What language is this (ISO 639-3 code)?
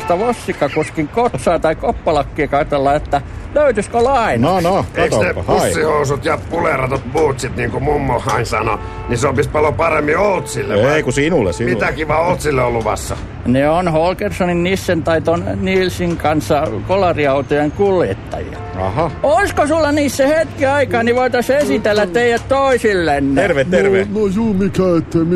fin